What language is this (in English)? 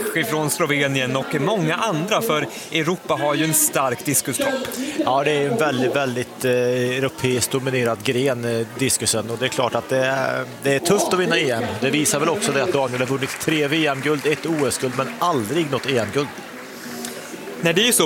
Swedish